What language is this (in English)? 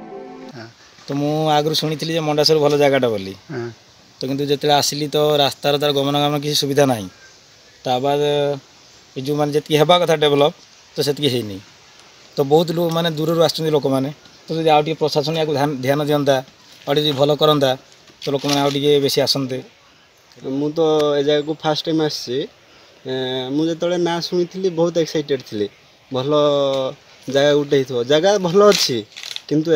Odia